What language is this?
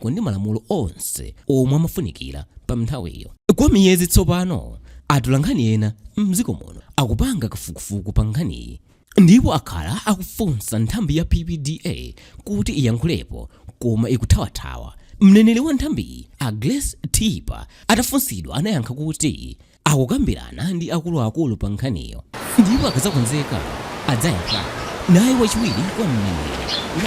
Nyanja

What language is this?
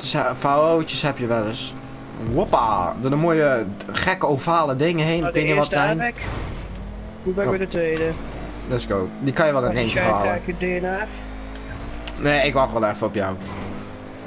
Dutch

